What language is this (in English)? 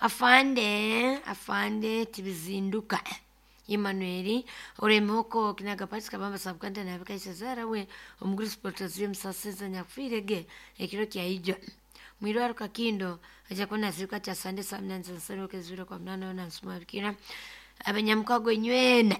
Nyankole